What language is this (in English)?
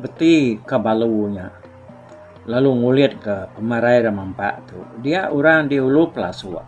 Iban